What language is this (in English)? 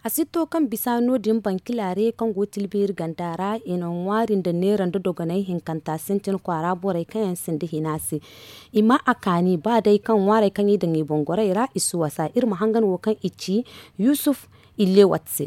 Zarma